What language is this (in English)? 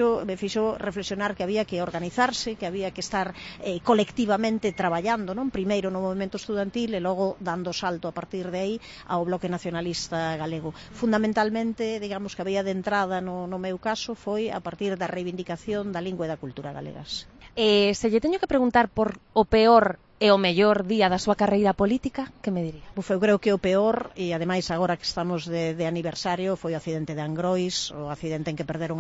Galician